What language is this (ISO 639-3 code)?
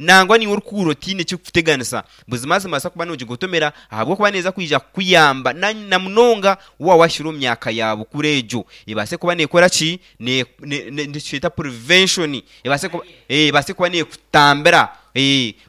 nyn